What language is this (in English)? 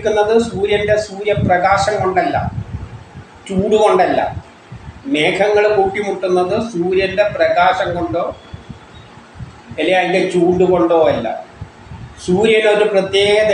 Malayalam